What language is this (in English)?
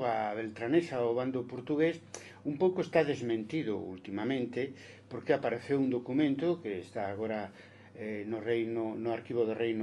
Galician